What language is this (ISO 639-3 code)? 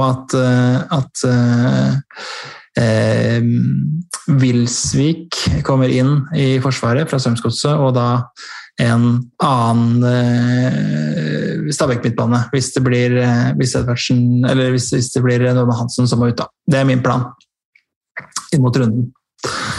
nor